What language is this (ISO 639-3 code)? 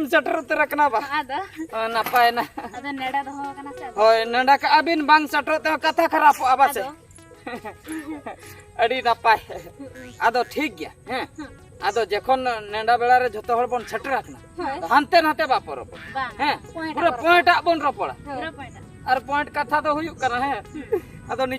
sat